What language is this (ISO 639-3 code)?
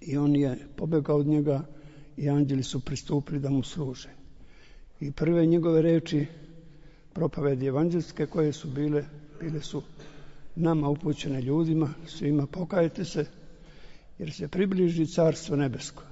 srp